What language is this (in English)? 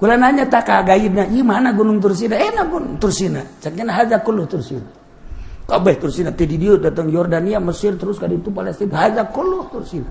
Sundanese